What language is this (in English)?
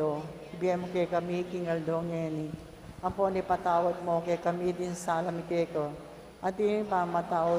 Pampanga